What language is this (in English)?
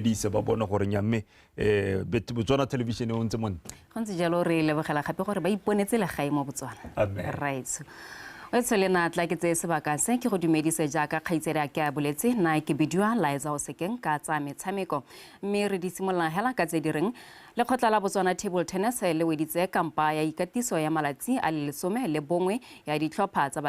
Tswana